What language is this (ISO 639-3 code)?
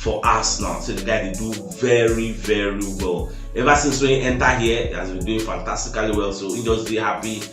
pcm